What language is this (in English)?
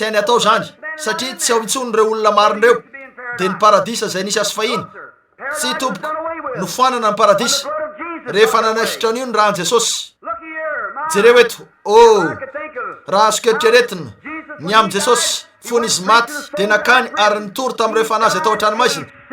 Malagasy